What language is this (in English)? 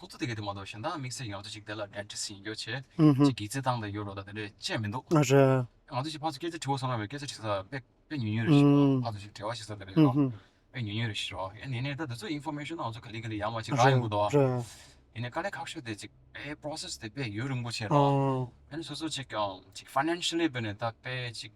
Tibetan